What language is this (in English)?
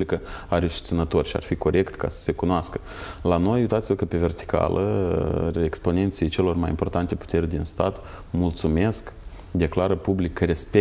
Romanian